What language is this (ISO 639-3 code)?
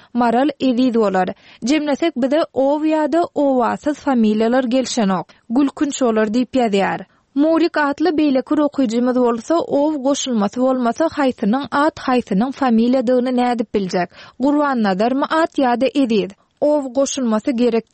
tuk